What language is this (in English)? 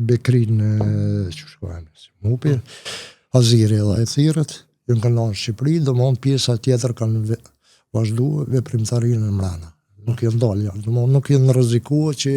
Albanian